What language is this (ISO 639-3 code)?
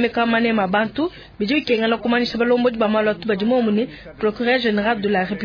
lua